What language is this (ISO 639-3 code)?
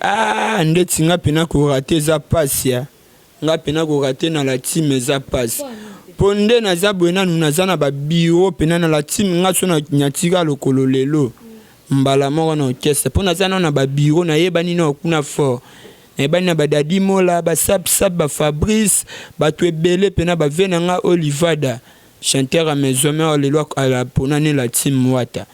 lin